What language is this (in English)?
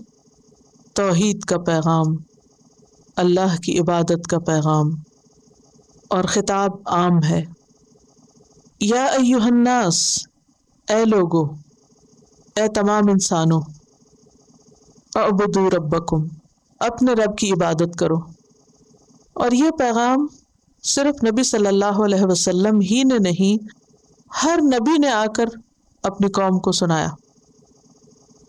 Urdu